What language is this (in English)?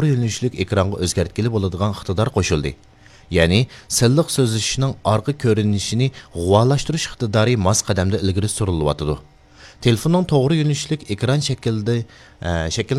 Uyghur